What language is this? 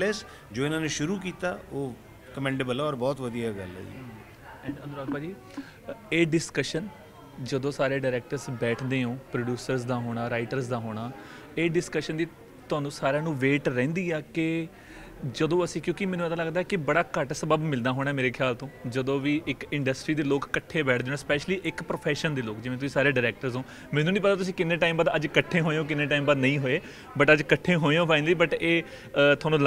Punjabi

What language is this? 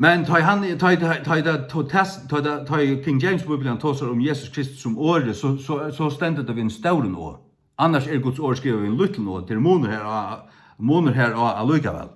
Faroese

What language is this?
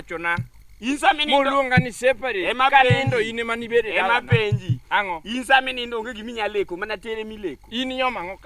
Luo (Kenya and Tanzania)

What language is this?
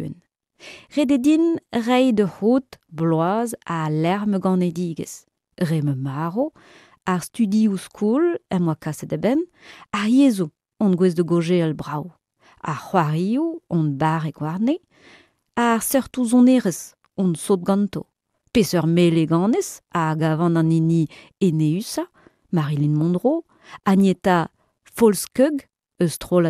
Breton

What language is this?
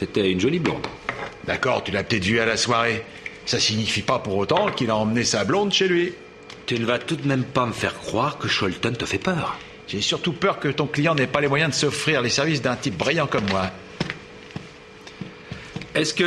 French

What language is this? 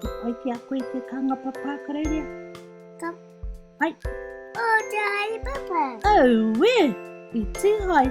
Māori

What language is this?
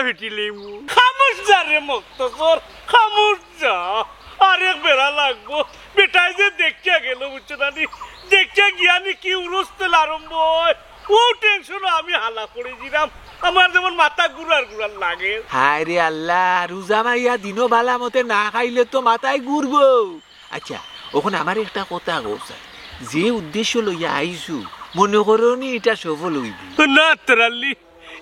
Sylheti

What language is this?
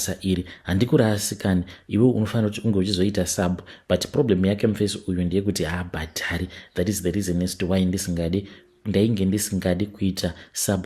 Shona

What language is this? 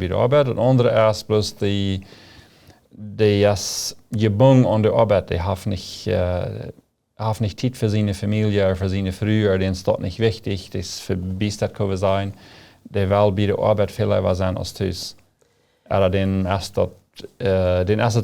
Plautdietsch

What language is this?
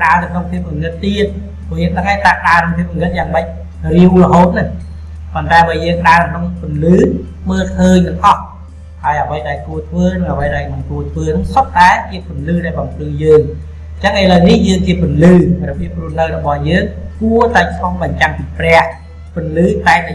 Khmer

